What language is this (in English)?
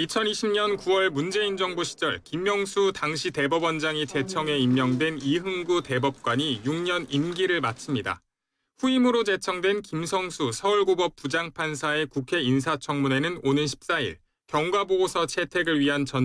Korean